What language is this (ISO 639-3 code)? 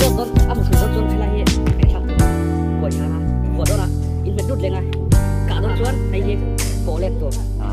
lus